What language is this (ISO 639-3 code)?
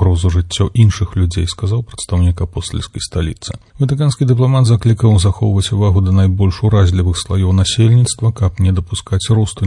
bel